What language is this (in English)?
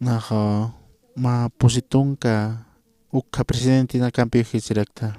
Aymara